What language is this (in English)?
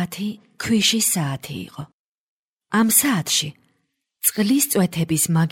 Georgian